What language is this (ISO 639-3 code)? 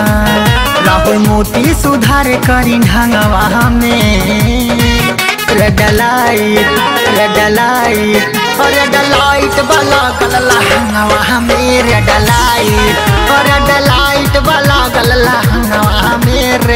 bho